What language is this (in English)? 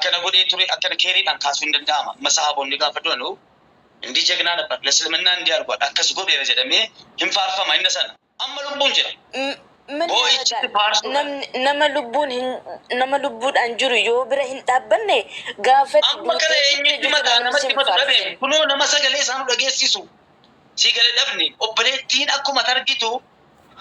Oromo